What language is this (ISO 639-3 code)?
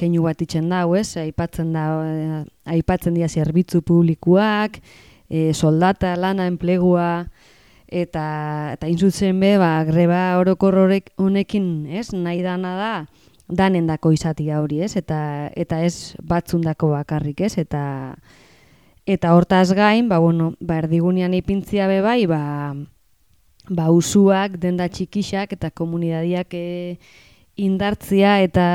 eus